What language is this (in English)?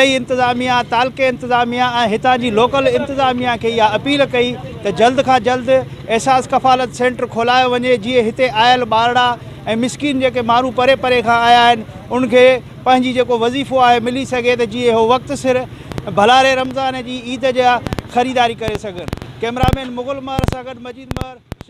Sindhi